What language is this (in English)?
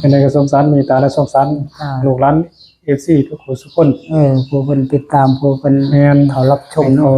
Northeastern Thai